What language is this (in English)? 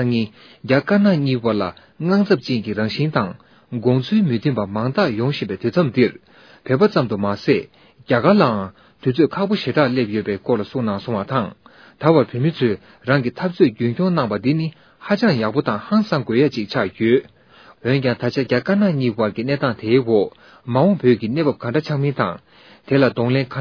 Tibetan